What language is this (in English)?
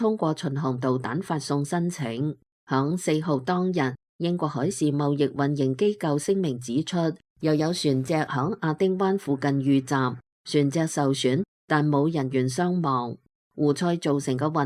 Cantonese